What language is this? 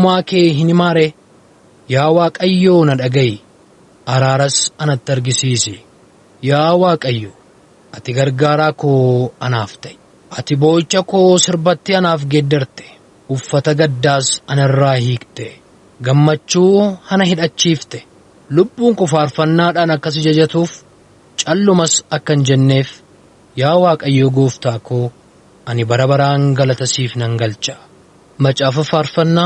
Oromo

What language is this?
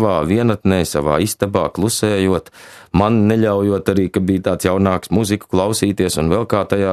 Latvian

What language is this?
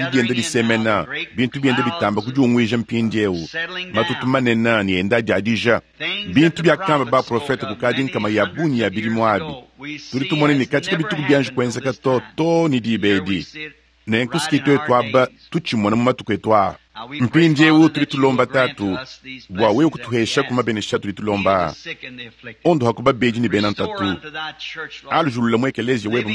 Luba-Lulua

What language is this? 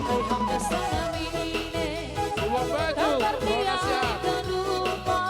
Batak Simalungun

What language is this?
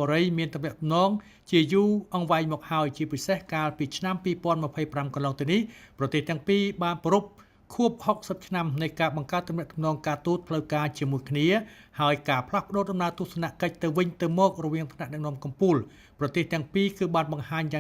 Khmer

